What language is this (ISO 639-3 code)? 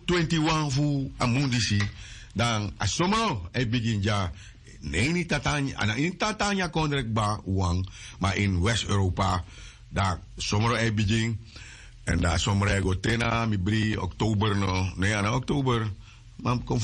srn